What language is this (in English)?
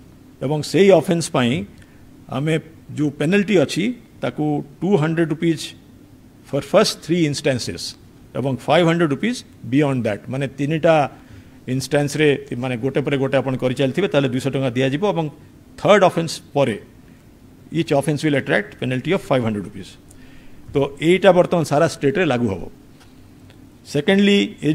Odia